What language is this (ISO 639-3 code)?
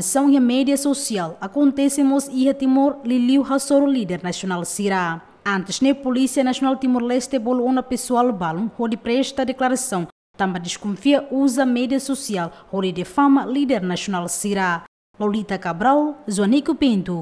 tet